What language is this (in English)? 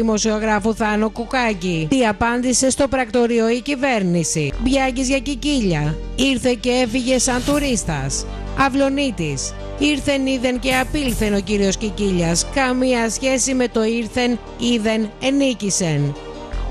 Greek